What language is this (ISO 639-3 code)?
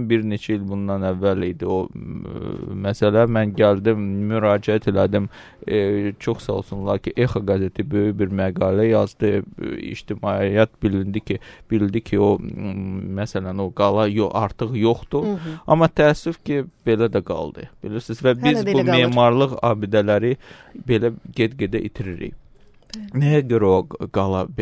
aze